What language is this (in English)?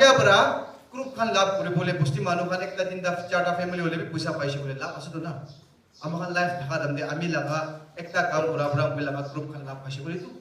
Naga Pidgin